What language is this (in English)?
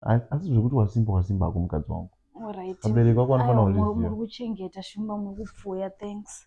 Shona